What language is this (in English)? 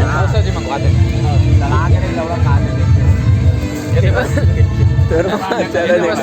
Chhattisgarhi